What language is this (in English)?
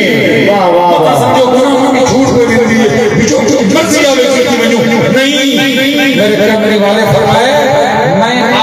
Saraiki